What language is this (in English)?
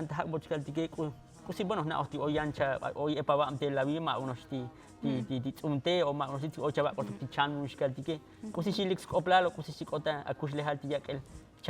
Tzotzil